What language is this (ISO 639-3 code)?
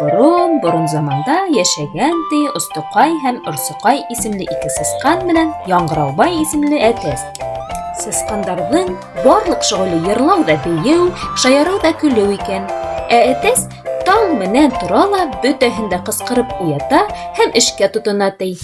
bak